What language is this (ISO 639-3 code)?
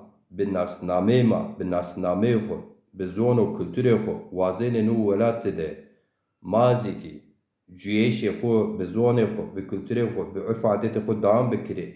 zza